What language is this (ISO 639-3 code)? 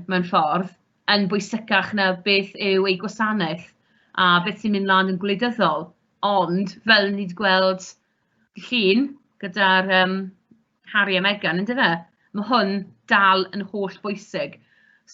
cym